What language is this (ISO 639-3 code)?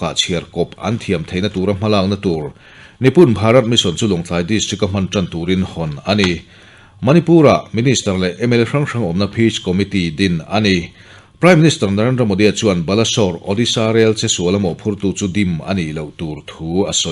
lus